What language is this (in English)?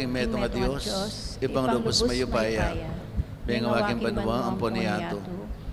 Pampanga